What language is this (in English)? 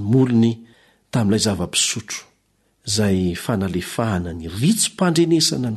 Malagasy